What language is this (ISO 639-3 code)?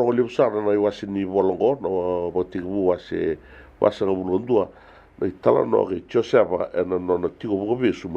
fij